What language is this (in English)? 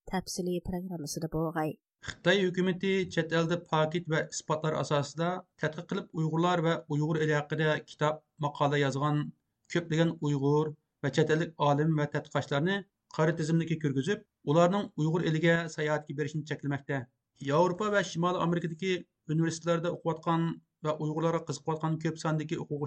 Uyghur